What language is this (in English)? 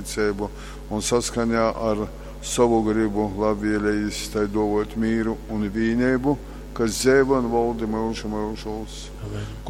Latgalian